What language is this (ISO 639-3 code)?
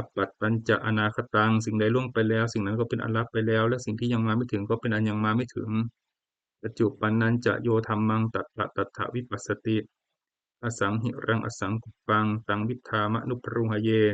pli